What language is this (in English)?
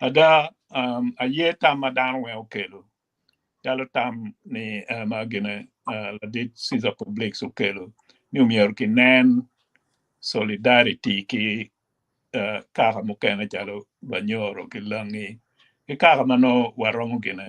Acoli